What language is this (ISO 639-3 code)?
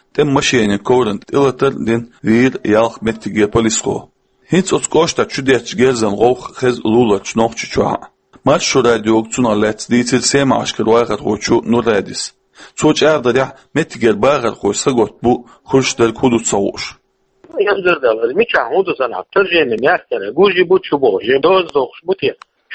che